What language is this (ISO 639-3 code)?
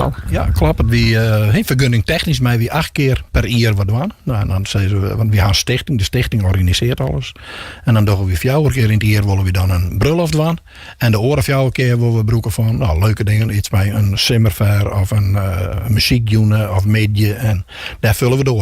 fry